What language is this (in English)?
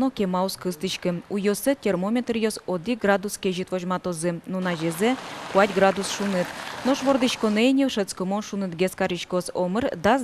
Udmurt